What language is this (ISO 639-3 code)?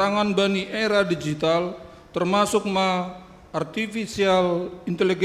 bts